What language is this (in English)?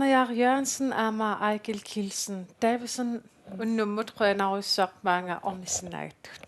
Kalaallisut